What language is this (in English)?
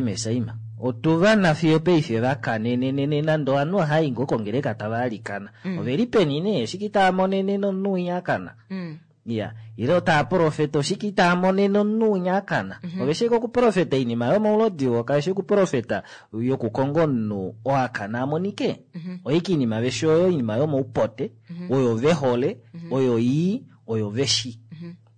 Kuanyama